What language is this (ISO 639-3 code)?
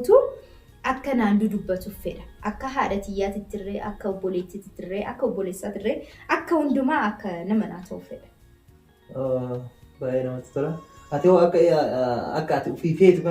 orm